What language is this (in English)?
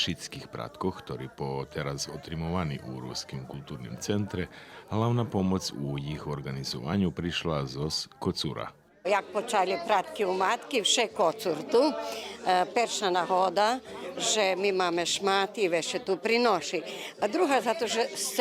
Rusyn